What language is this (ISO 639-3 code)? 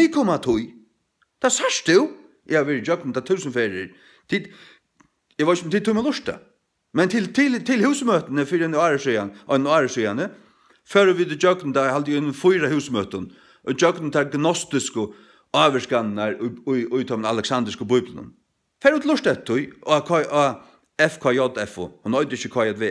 fao